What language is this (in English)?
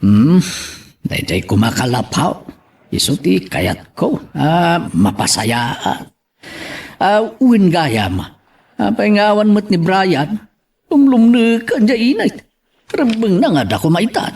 Iloko